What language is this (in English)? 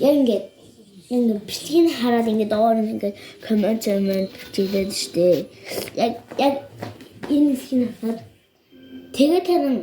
Mongolian